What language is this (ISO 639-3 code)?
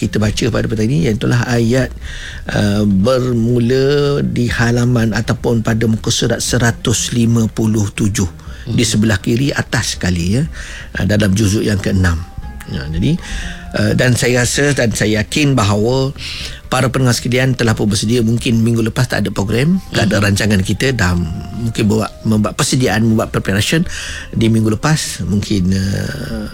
msa